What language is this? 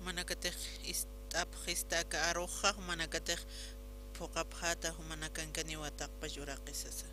Aymara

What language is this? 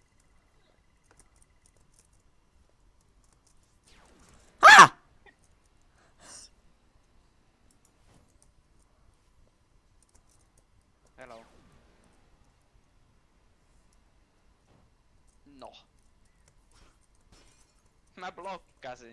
Finnish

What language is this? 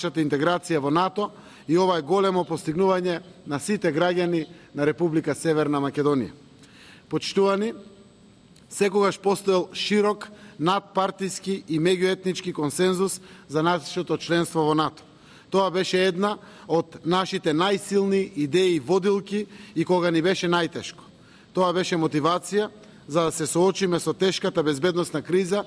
Macedonian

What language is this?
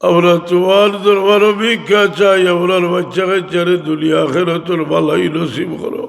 Sylheti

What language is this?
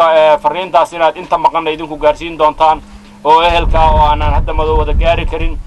Somali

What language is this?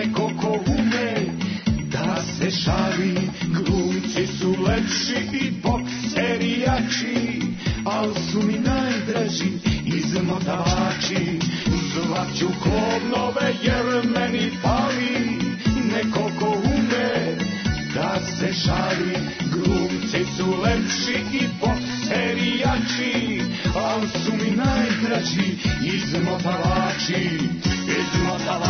Serbian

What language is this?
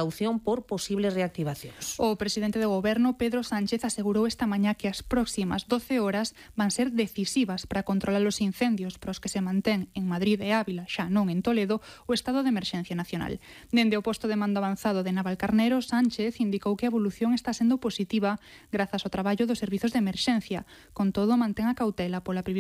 Galician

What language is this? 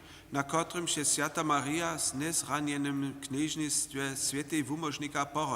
Upper Sorbian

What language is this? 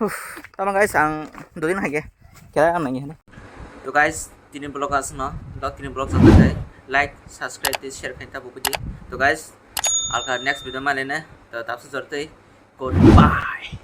Kok Borok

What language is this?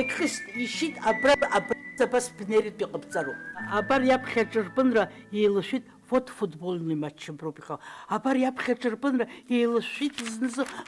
Abkhazian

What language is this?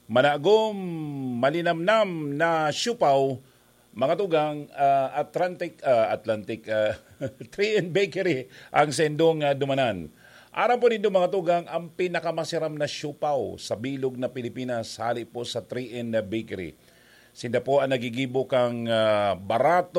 Bikol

